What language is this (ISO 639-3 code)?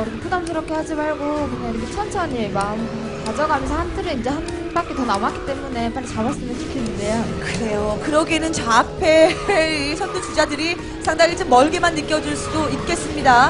kor